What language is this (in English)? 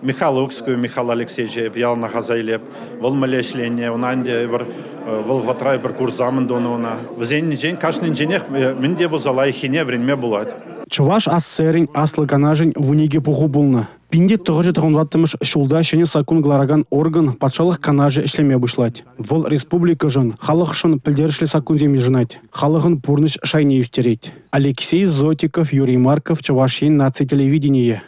Chuvash